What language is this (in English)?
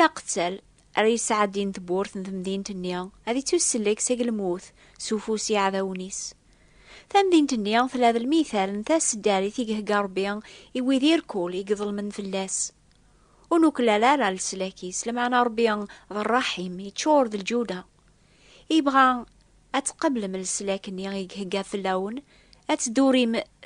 Kabyle